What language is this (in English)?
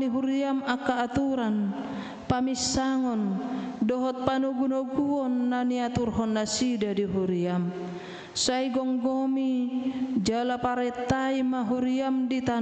Batak Toba